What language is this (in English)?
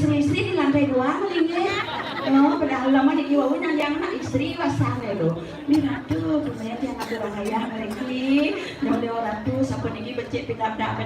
Balinese